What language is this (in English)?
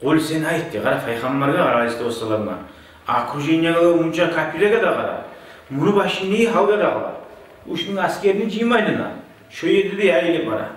Kumyk